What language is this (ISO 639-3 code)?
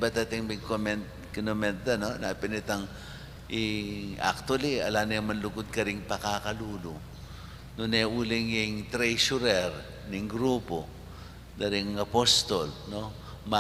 pam